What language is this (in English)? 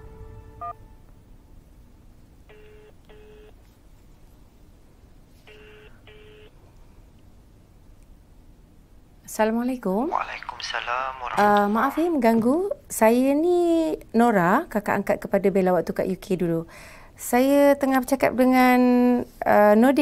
Malay